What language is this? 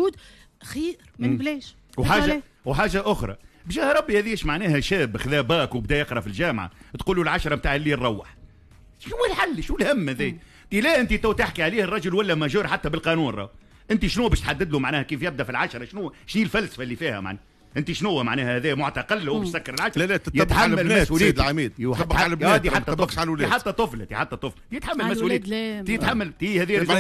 Tunisian Arabic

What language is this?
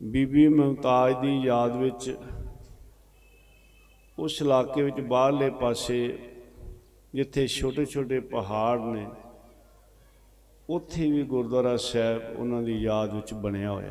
Punjabi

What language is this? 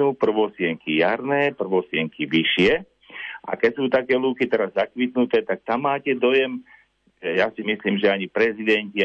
Slovak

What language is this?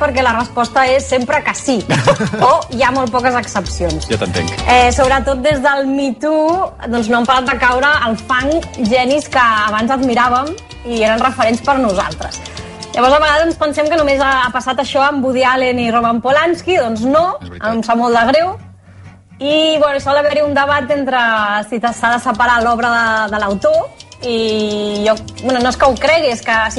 Catalan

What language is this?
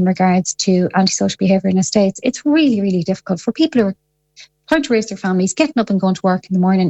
English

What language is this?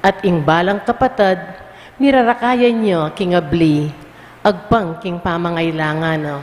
Pampanga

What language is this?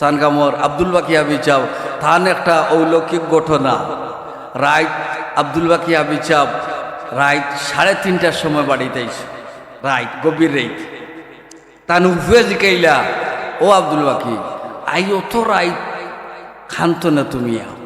Sylheti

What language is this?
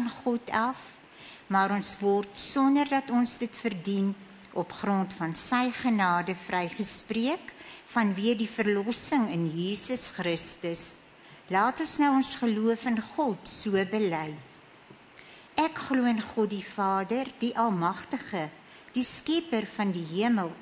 Afrikaans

